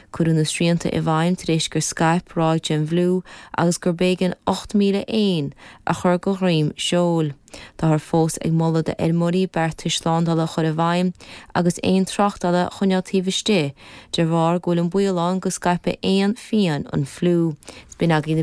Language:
Irish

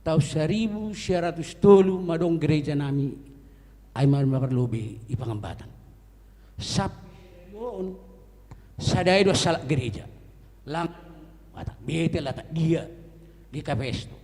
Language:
Batak Simalungun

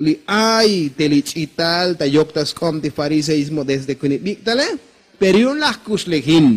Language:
Tzotzil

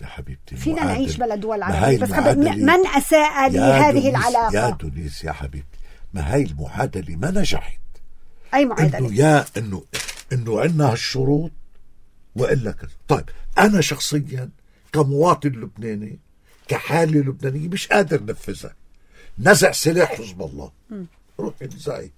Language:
North Levantine Arabic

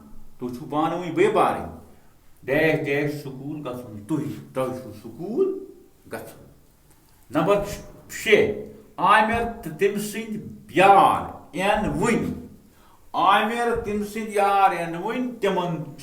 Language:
Kashmiri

